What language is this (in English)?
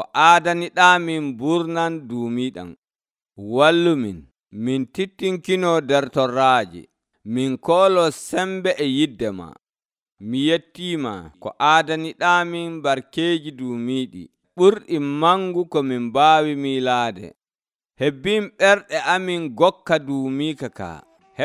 Nigerian Fulfulde